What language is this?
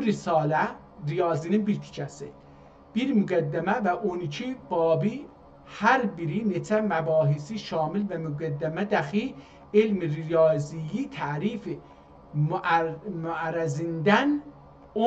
South Azerbaijani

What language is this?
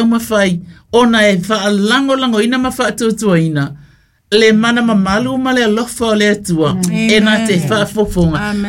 Samoan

